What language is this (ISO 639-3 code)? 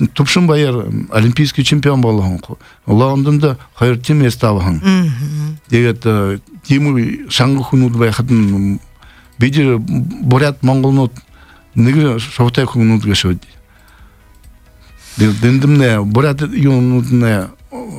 bua